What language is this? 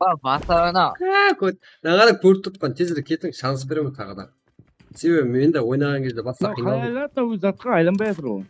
Kara-Kalpak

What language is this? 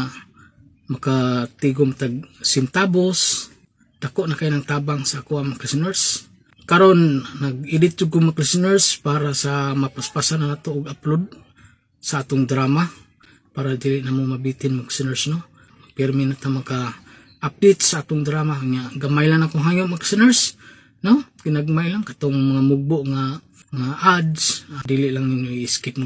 Cebuano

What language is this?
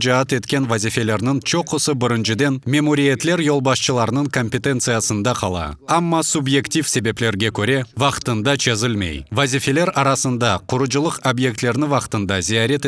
Crimean Tatar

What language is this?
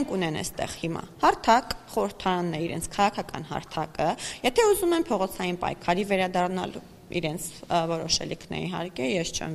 Armenian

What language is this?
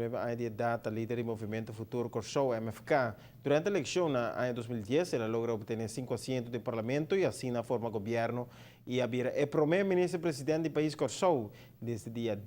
Papiamento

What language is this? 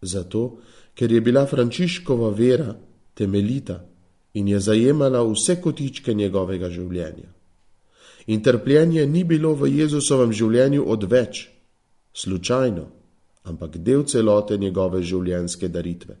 Slovenian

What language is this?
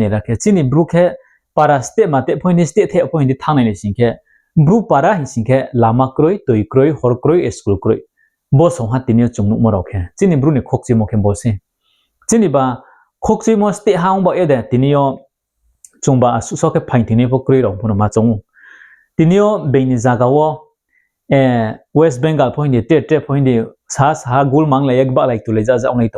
Riang (India)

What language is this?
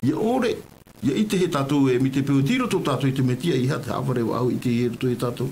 Tahitian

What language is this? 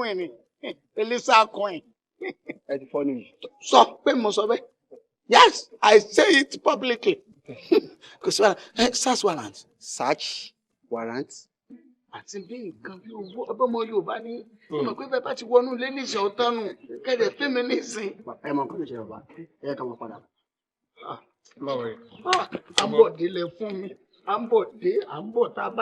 Yoruba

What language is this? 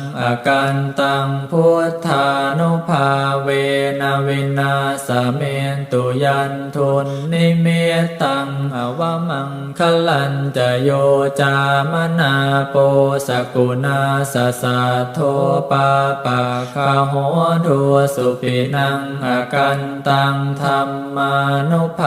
Pali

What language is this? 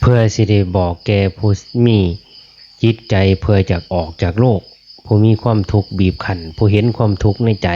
Lao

